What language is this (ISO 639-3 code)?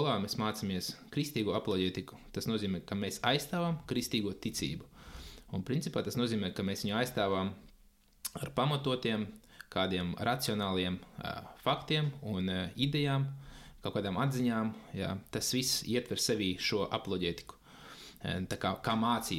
lav